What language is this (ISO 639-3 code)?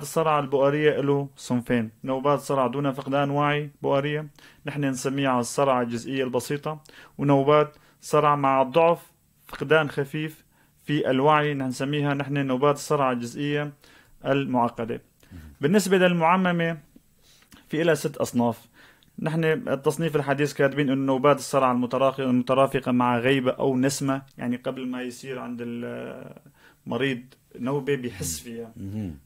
apc